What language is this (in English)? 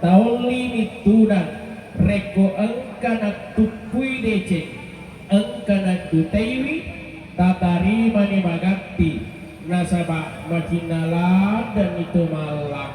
Buginese